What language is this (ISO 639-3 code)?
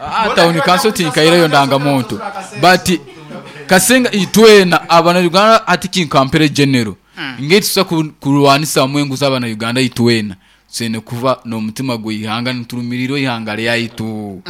nyn